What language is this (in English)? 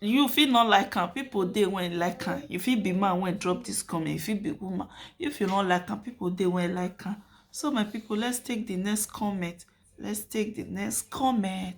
Nigerian Pidgin